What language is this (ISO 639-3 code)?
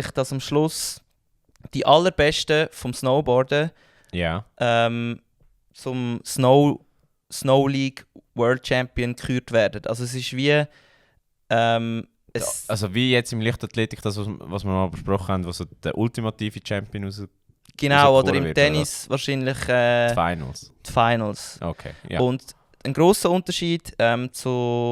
gsw